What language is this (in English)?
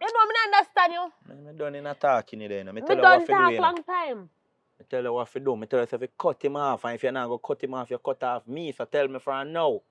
Jamaican Creole English